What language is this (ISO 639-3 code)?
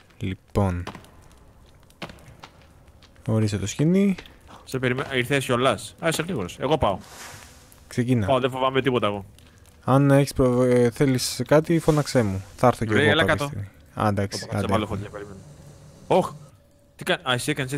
ell